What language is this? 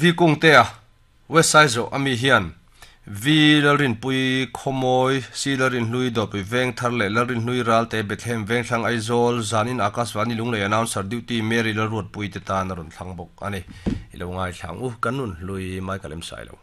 Mizo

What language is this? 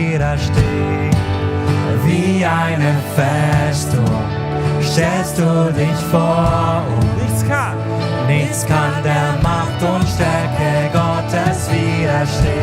Swiss German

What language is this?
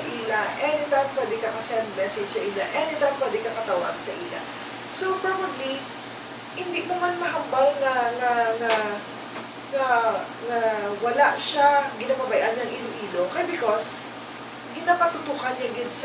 Hiligaynon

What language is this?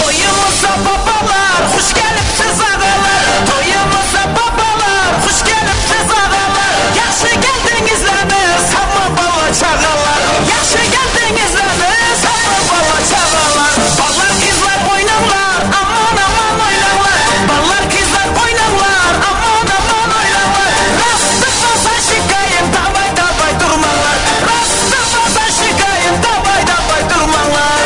Kara-Kalpak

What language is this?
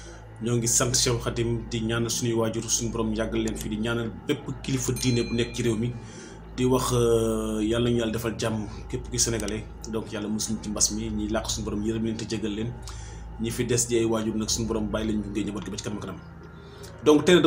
Wolof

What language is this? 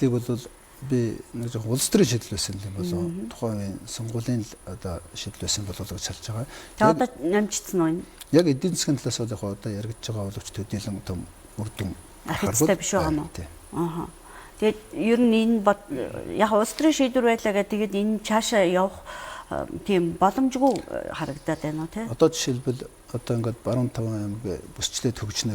Mongolian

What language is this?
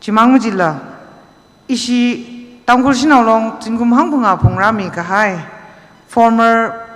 Tangkhul Naga (India)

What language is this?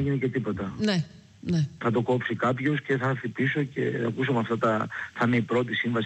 Greek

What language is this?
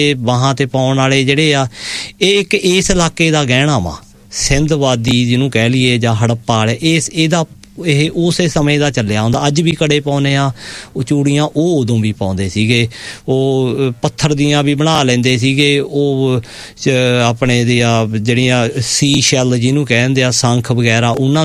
Punjabi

